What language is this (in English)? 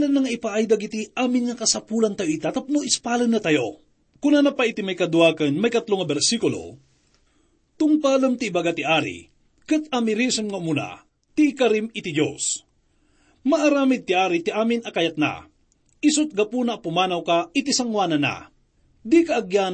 Iloko